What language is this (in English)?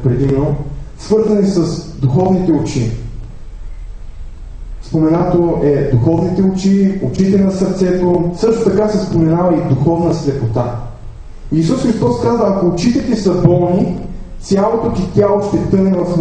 Bulgarian